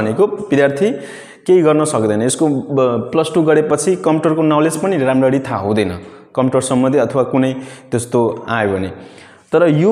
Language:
Nepali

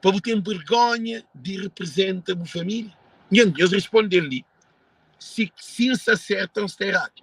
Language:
Kabuverdianu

